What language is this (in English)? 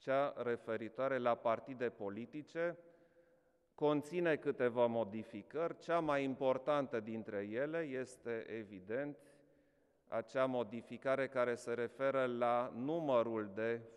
Romanian